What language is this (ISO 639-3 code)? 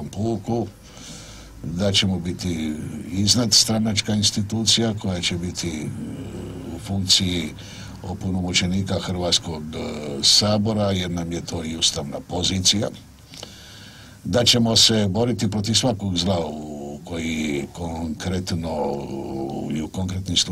hrv